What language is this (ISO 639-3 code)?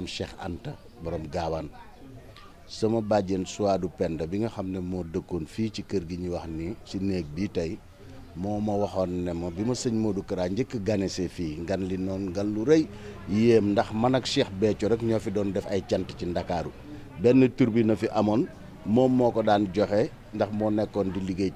wol